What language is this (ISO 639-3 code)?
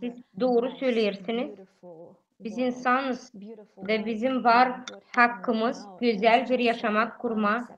gag